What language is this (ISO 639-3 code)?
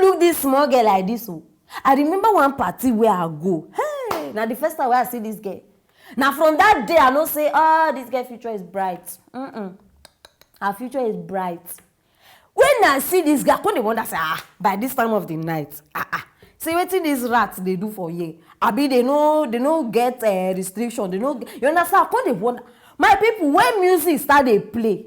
pcm